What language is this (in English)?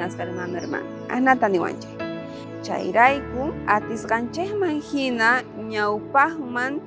South Bolivian Quechua